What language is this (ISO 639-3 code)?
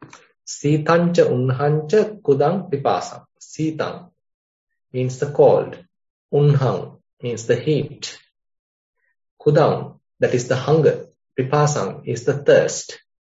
eng